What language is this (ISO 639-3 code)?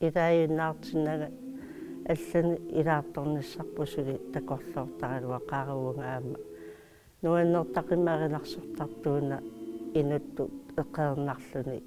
kal